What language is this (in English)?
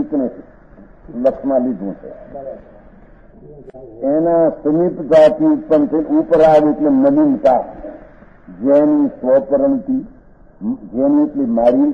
Gujarati